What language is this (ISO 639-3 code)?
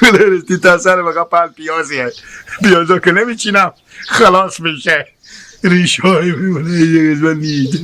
haz